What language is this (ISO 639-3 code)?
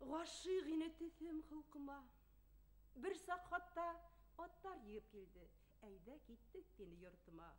bak